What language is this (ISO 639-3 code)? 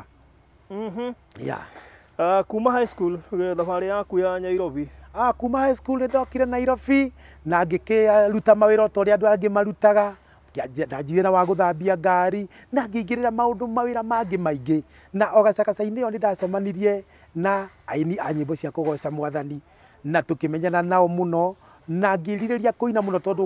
kik